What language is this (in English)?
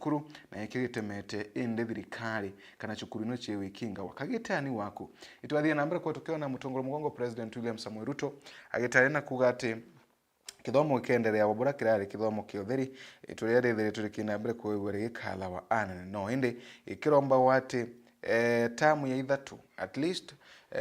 Meru